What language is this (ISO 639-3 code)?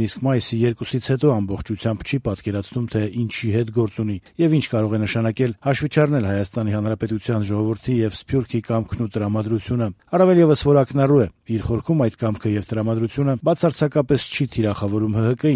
hye